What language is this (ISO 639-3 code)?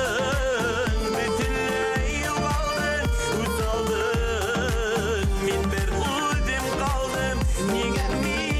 bak